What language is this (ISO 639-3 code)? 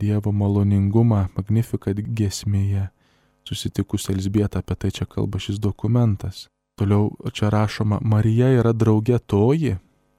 lit